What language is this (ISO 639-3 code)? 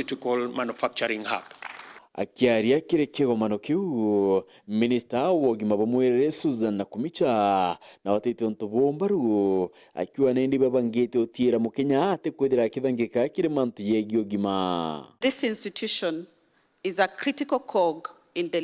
mer